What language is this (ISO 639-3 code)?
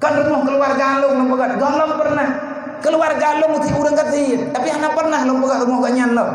ace